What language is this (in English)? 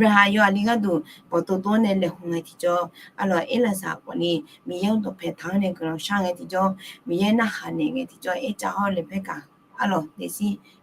Akha